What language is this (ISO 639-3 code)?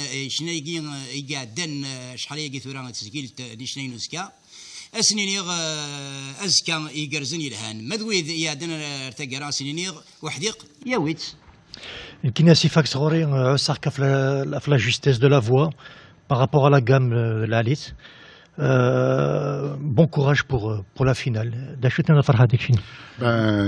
kab